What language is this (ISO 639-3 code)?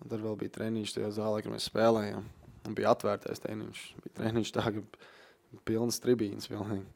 lav